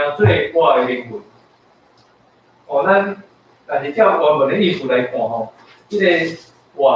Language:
Min Nan Chinese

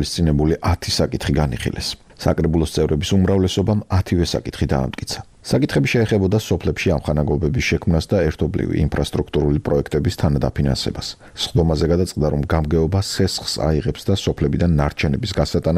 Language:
Georgian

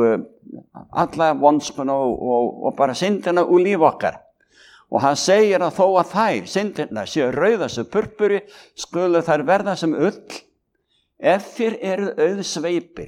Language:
Icelandic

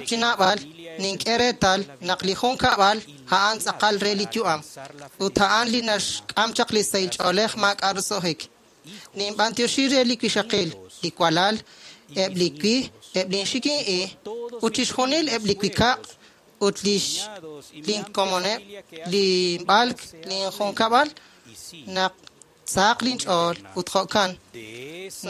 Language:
Kekchí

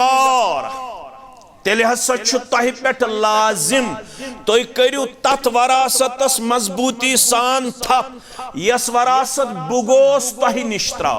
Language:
Kashmiri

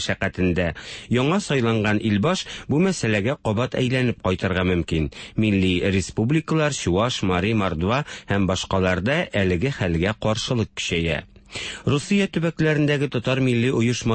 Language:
Tatar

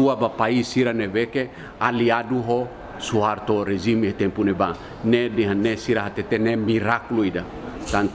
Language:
Tetum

